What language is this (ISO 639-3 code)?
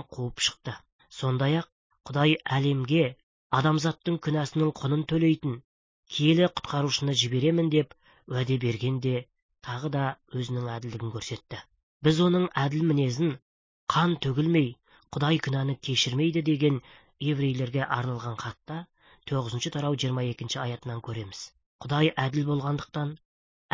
kaz